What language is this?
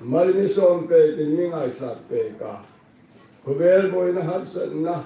Hmar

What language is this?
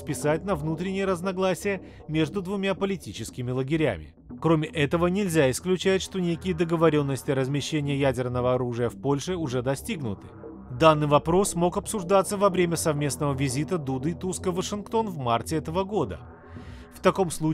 Russian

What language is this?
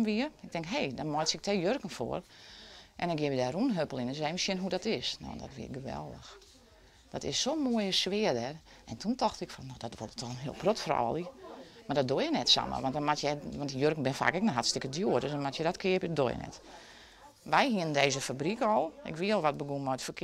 Western Frisian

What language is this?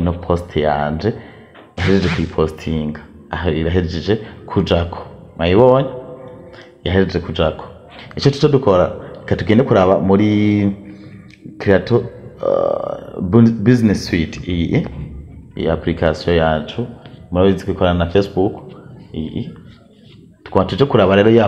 Rundi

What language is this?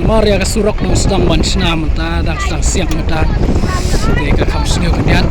Khasi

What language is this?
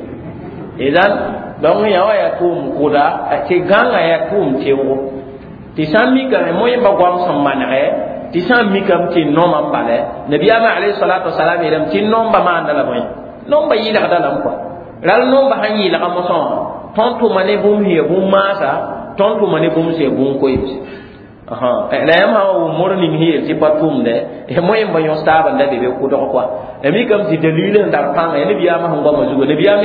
Mossi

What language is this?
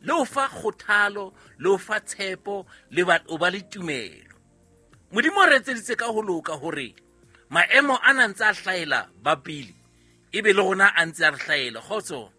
Southern Sotho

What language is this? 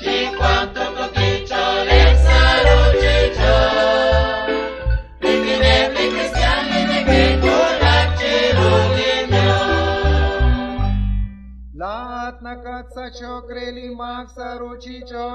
Kekchí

